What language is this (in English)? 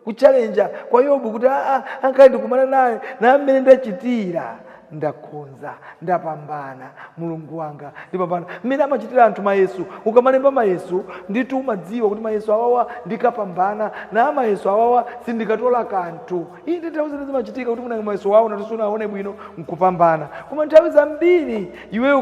Nyanja